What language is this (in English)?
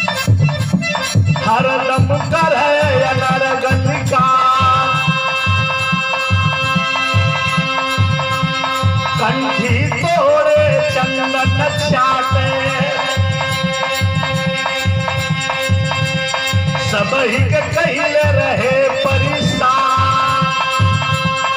Bhojpuri